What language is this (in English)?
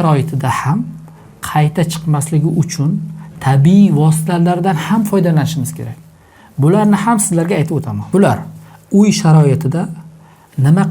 Uzbek